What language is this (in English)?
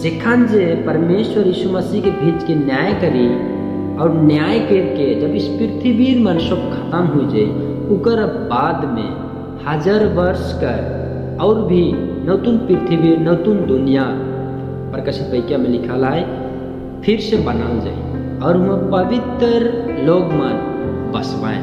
Sadri